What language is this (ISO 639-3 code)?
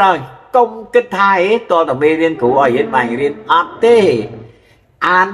khm